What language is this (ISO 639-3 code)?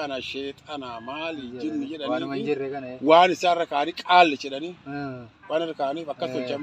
orm